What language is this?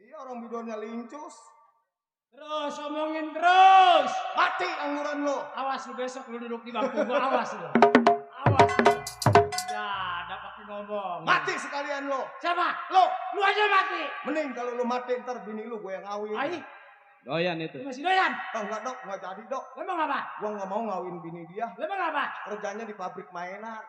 Betawi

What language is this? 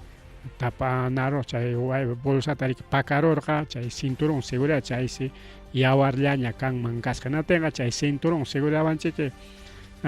Ayacucho Quechua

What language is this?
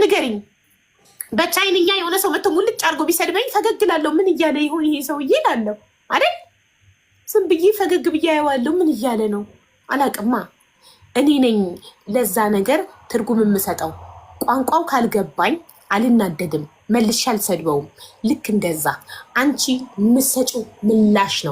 Amharic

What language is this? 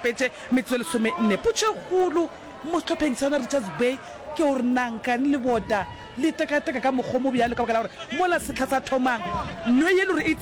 Northern Sotho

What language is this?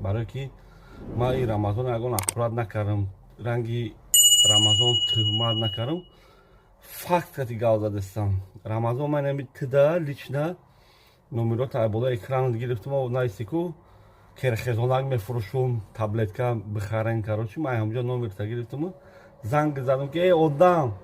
Tajik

